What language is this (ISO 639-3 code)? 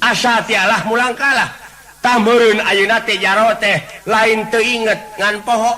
sun